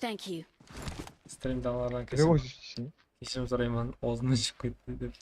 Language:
Kara-Kalpak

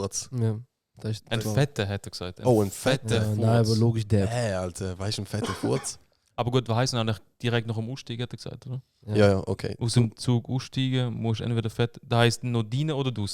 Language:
Swiss German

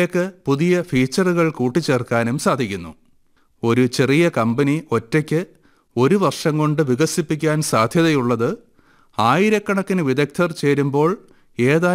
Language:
Malayalam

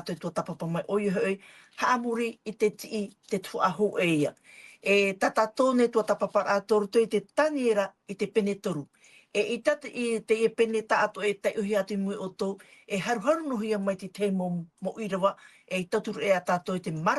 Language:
Tahitian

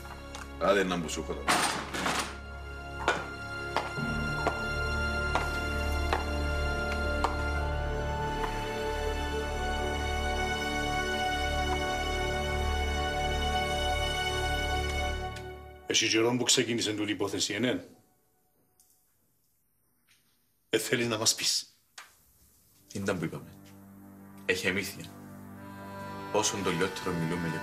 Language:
Greek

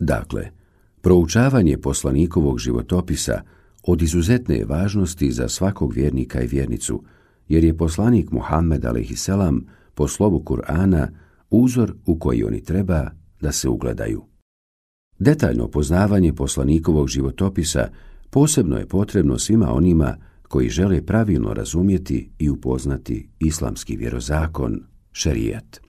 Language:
Bosnian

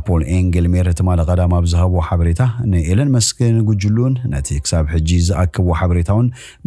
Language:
Tigrinya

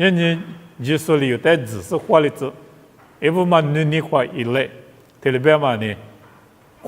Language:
Lisu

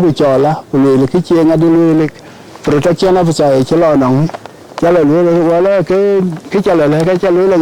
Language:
Dinka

